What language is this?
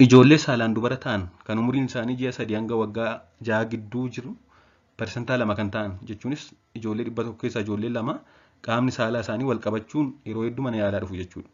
Oromo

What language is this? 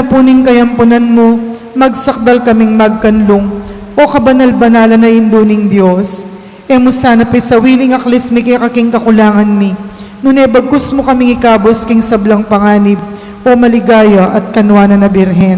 Pampanga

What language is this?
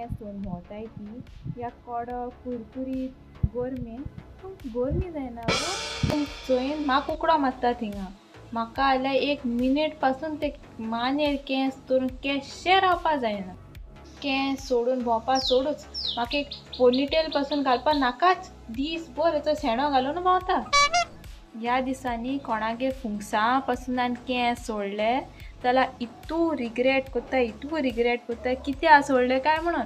Konkani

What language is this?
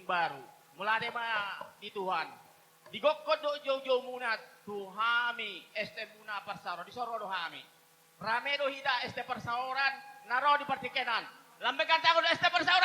Batak Toba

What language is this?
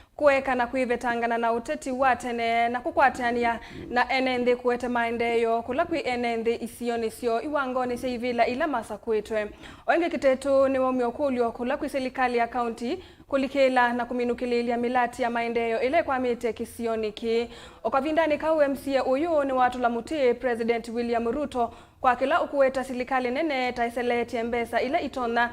Kamba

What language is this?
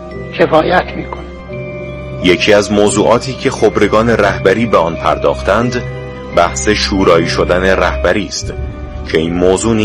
Persian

